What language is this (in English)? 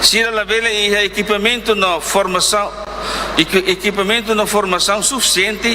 Tetum